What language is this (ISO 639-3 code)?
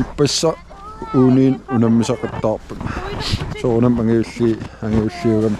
kal